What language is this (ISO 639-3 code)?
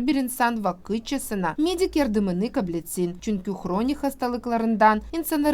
gag